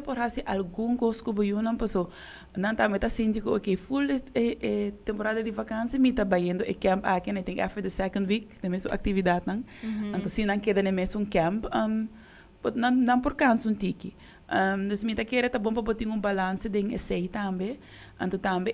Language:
Papiamento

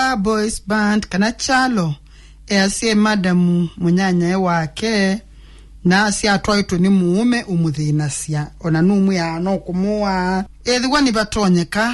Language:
Kamba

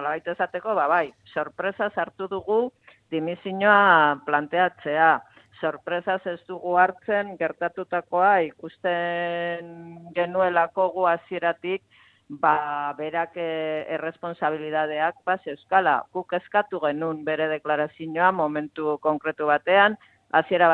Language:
Basque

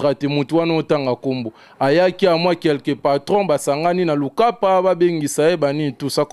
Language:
Lingala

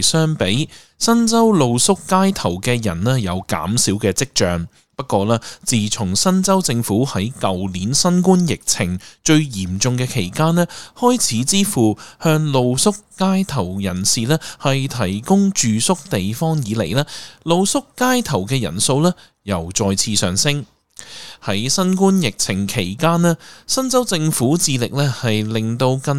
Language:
Cantonese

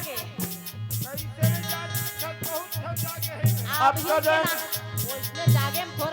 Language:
Chhattisgarhi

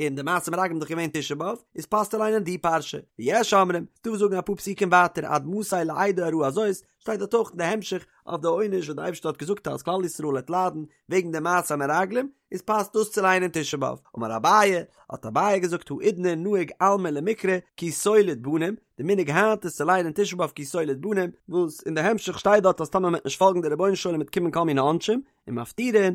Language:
Yiddish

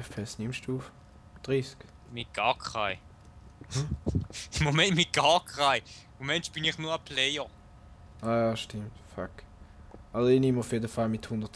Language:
Swiss German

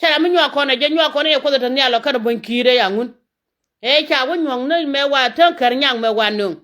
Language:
Nuer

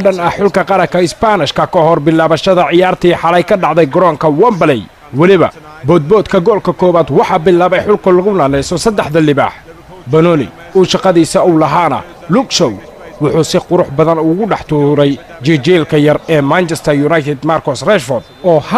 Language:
Somali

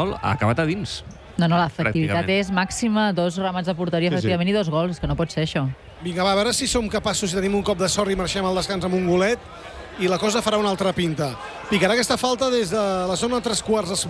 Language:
Catalan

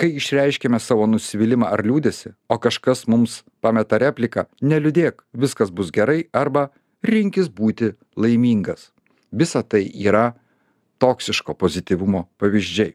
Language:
Lithuanian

